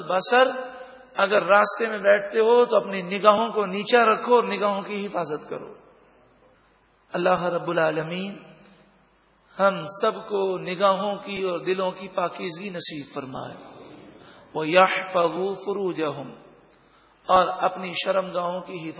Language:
Urdu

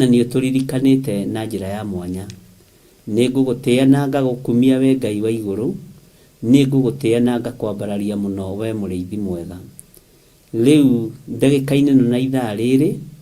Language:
Kikuyu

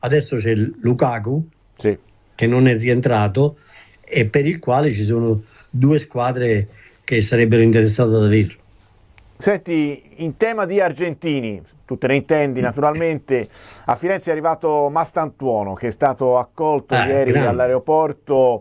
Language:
Italian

